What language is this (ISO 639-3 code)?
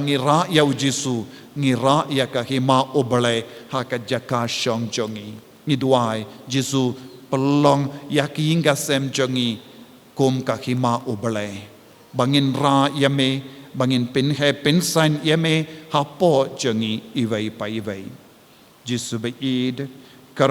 kha